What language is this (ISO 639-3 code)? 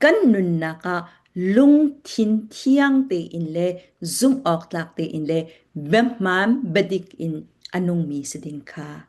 cfm